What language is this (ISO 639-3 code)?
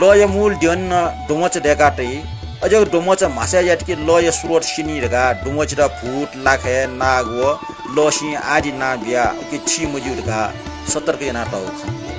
new